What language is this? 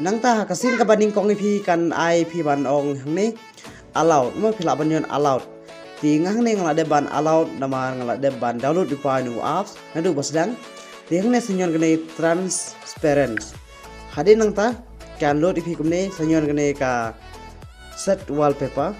Khasi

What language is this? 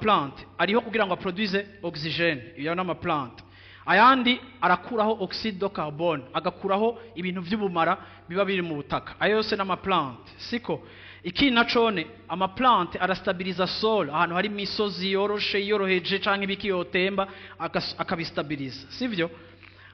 Rundi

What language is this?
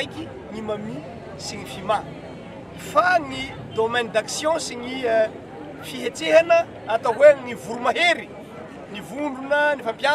Malagasy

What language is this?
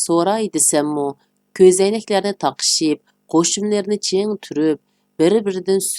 Uyghur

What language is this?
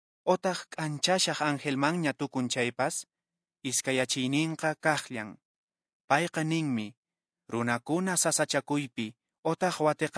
Quechua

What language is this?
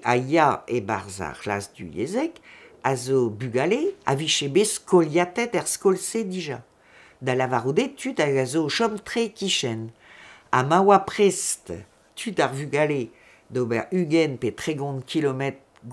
Breton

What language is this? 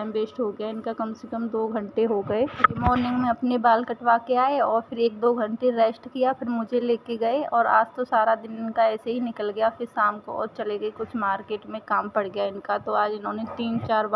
Hindi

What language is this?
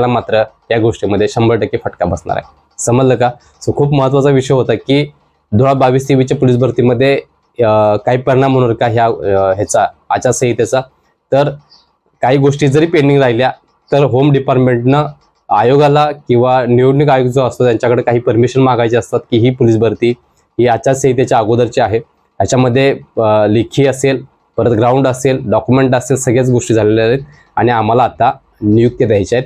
Marathi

